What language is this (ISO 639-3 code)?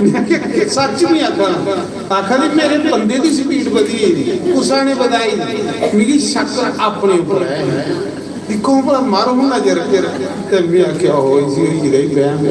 doi